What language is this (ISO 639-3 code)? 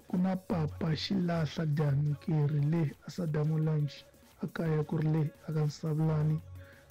tso